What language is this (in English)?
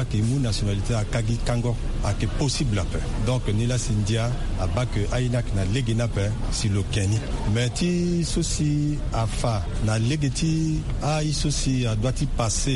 Sango